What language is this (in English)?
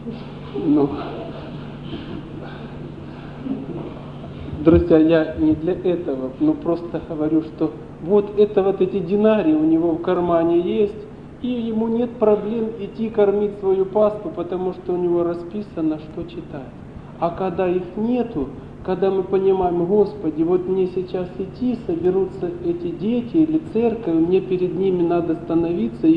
Russian